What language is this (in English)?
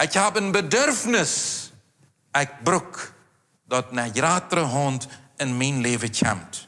Plautdietsch